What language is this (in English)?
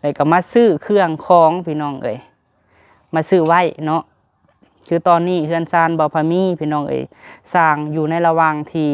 Lao